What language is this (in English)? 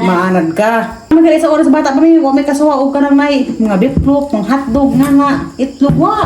Cebuano